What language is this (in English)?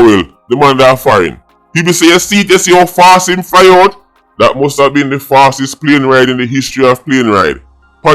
Jamaican Creole English